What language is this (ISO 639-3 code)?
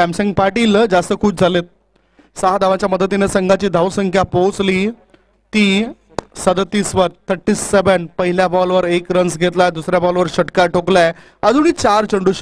mar